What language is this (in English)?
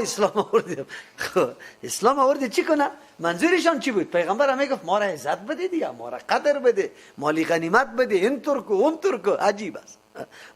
Persian